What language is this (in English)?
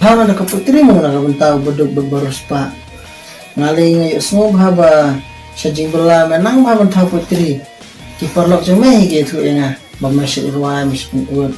Khasi